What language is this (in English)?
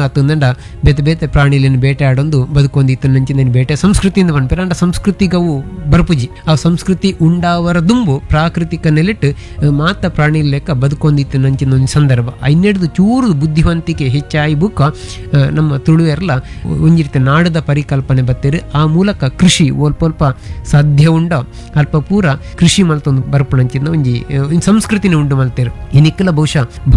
Tulu